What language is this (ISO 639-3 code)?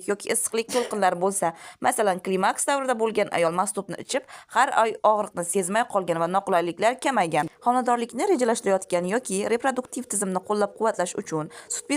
uzb